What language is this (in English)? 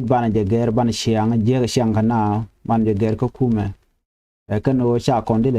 Nuer